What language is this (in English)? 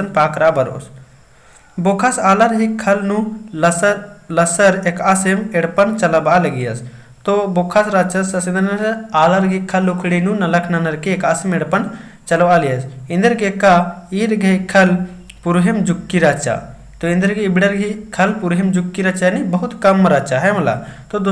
Kurukh